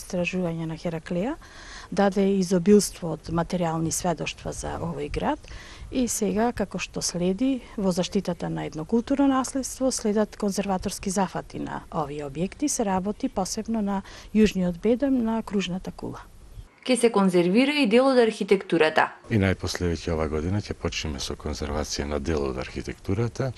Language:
Macedonian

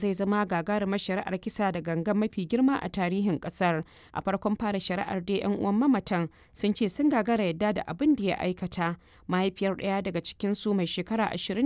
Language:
Hausa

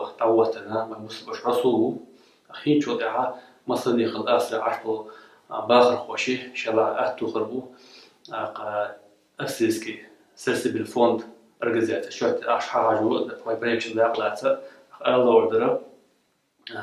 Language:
Chechen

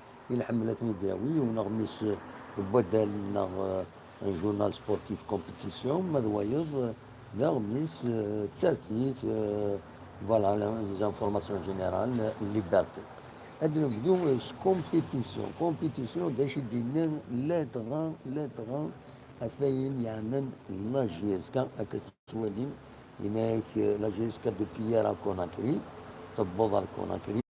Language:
Kabyle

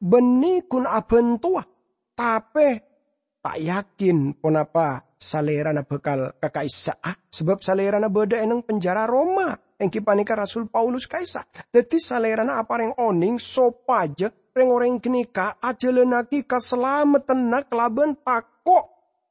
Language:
Madurese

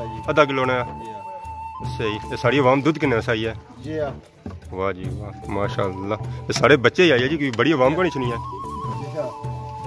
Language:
Pahari-Potwari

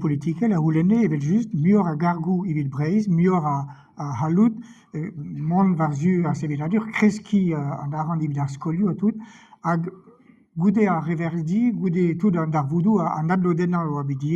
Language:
Breton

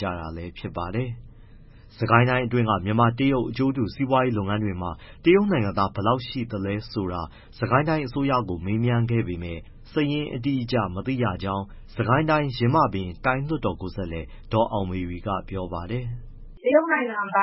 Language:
Burmese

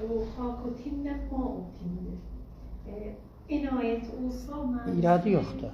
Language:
South Azerbaijani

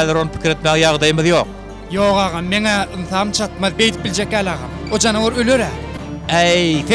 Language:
Turkmen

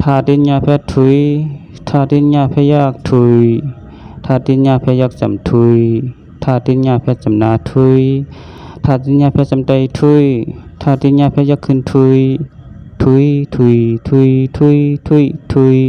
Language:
Shan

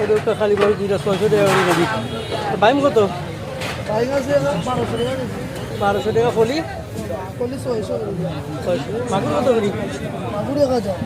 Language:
Sylheti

